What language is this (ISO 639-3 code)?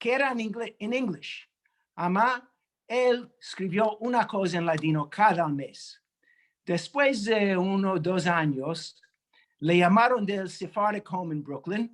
lad